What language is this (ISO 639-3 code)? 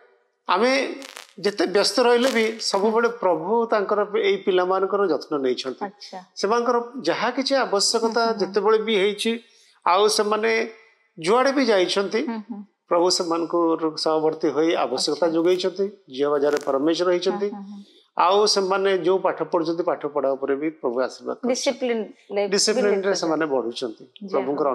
ori